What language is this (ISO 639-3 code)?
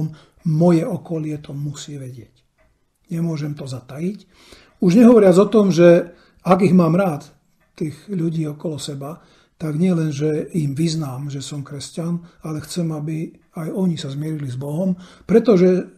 slk